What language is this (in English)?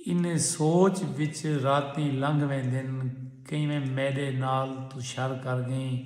Saraiki